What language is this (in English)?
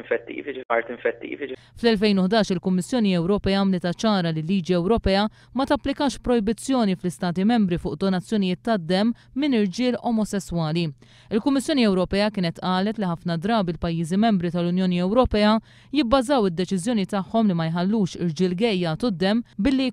Maltese